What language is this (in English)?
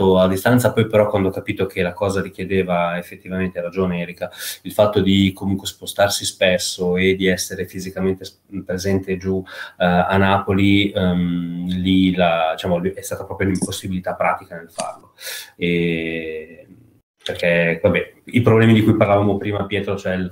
Italian